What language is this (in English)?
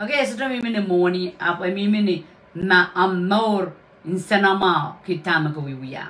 Pohnpeian